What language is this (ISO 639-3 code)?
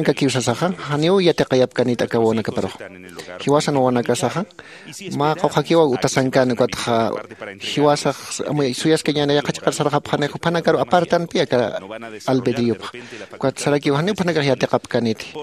aym